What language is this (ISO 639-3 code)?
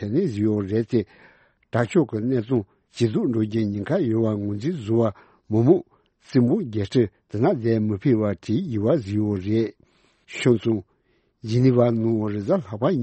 bod